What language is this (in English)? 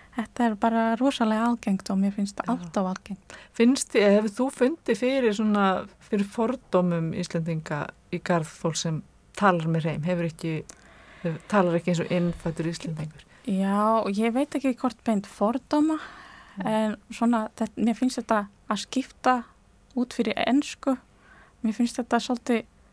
Icelandic